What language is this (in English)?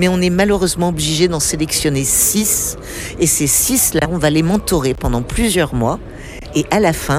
French